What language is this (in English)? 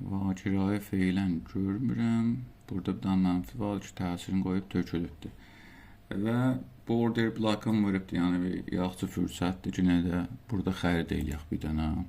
South Azerbaijani